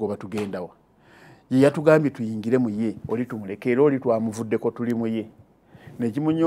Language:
Ganda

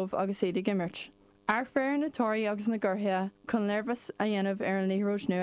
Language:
Irish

